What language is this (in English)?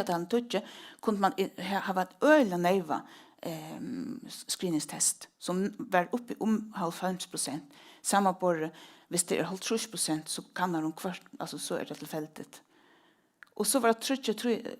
Faroese